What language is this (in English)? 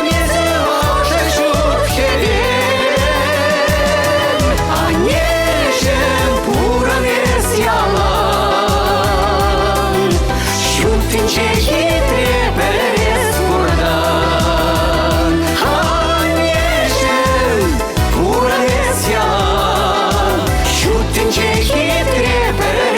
Chuvash